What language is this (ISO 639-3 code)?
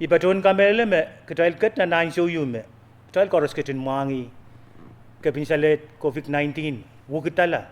pon